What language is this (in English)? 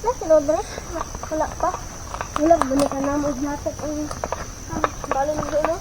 Cebuano